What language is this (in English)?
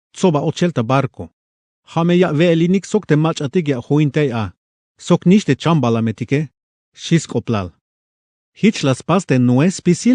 Tzeltal